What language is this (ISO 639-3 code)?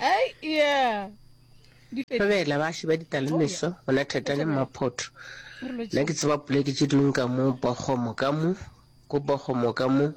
nso